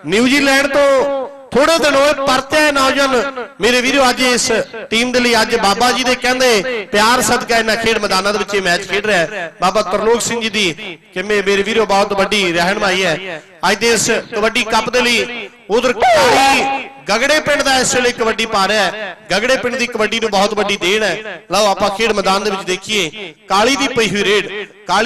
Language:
Punjabi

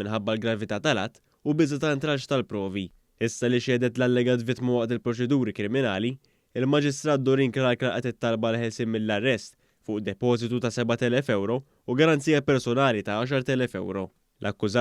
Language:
Maltese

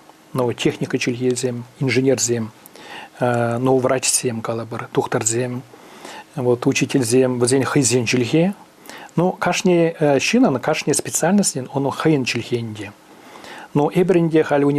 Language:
Chuvash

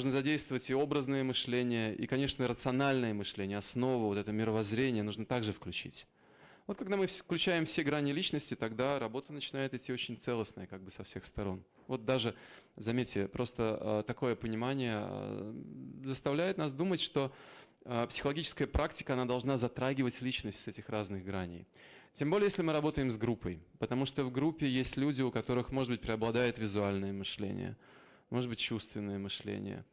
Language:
Russian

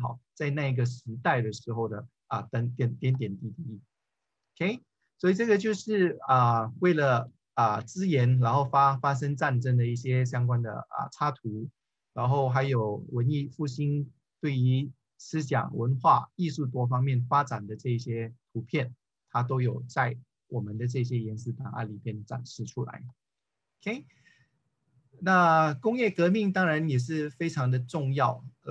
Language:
Chinese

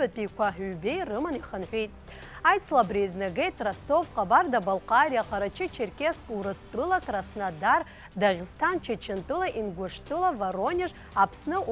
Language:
Abkhazian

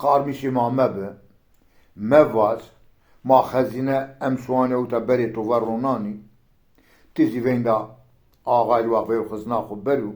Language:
Zaza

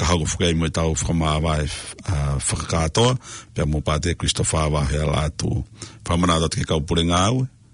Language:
Tongan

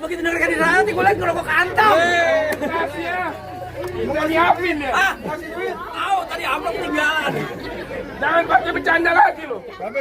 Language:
Betawi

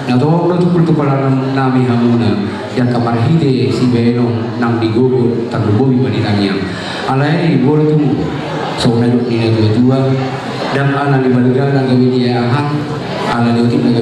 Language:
Batak Toba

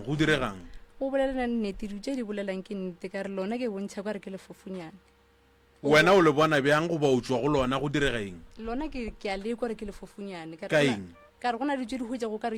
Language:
Northern Sotho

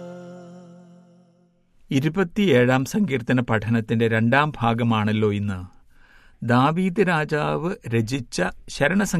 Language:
Malayalam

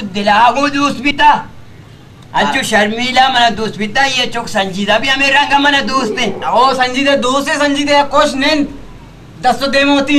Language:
Baluchi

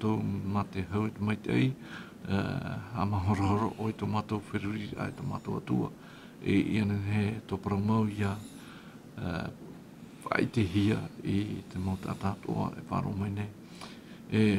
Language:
Tahitian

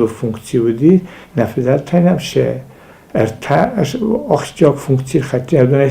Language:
Ossetic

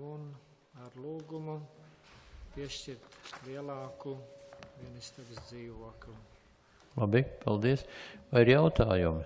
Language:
Latvian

